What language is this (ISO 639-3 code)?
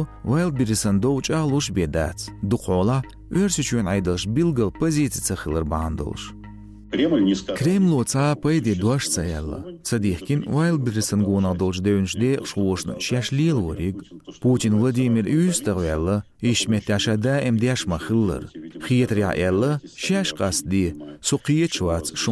che